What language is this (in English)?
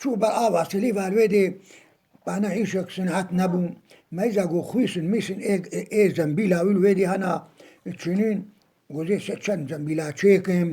Kurdish